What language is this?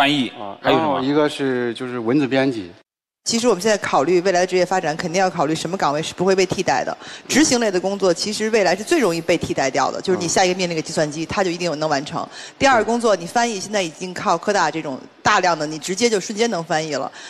Chinese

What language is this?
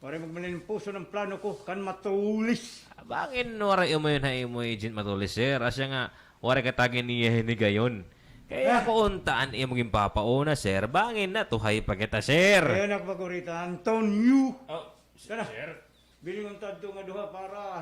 Waray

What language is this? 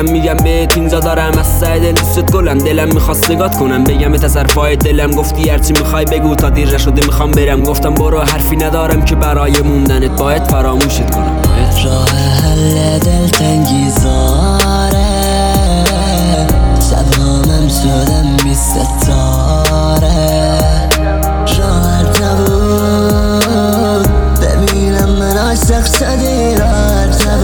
Persian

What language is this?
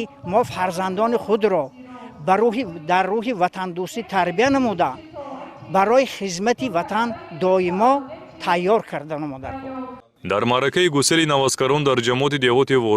Tajik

